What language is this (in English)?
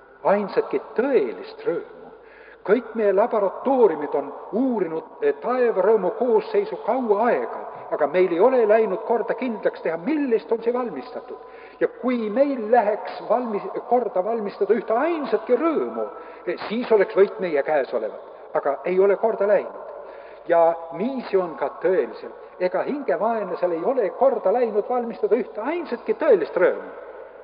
Estonian